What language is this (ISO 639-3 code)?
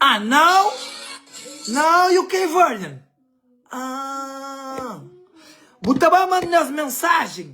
kea